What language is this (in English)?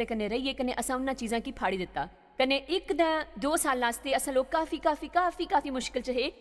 Dogri